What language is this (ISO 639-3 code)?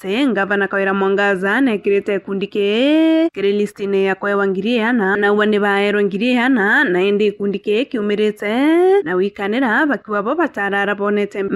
mer